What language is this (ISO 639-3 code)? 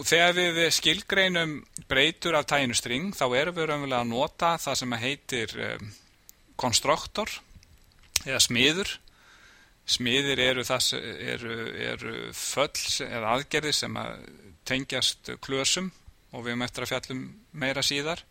isl